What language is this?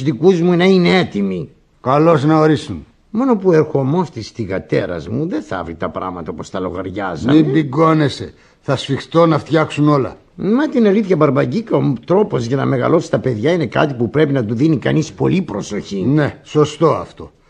Greek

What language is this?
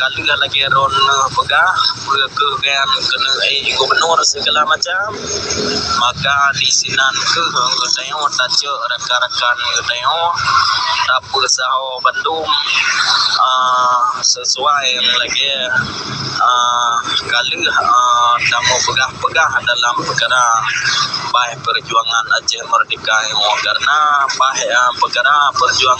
Achinese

